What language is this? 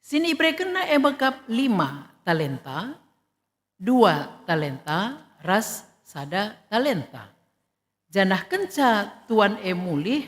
Batak Karo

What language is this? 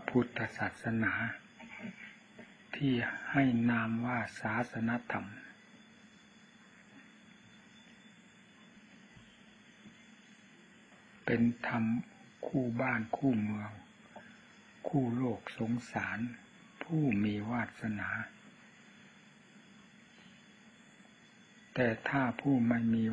Thai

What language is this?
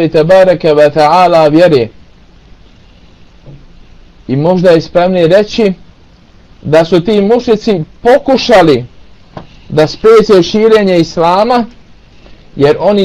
Bosnian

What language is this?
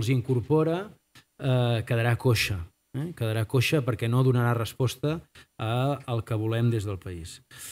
Catalan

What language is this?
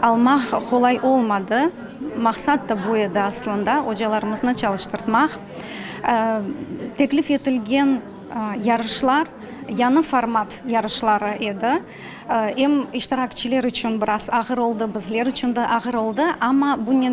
Crimean Tatar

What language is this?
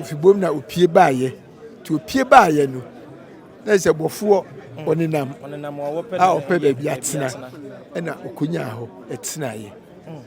Akan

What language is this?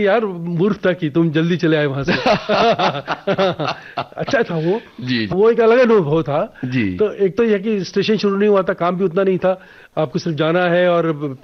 Hindi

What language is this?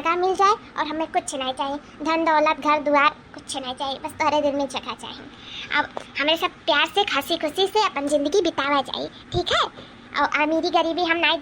Awadhi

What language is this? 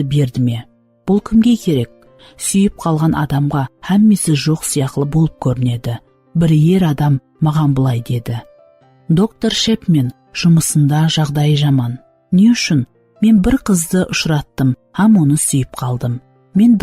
Kara-Kalpak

